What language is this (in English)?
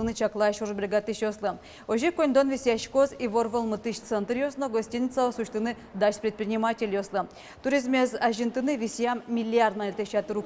Udmurt